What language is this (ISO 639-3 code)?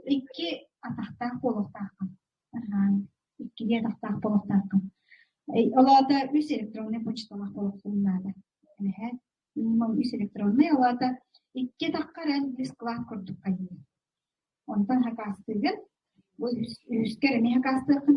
sah